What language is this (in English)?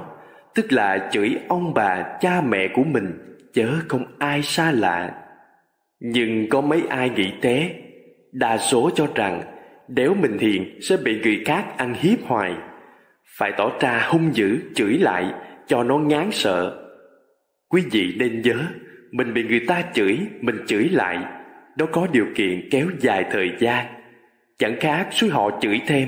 Vietnamese